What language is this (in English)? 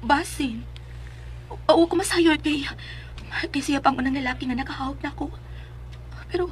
Cebuano